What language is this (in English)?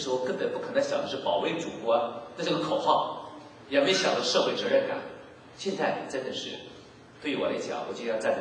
Chinese